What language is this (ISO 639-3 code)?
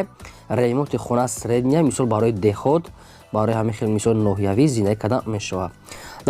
tgk